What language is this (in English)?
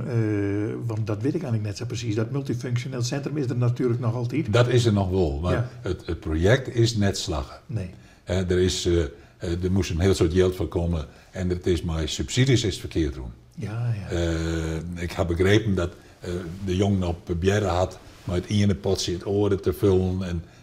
Western Frisian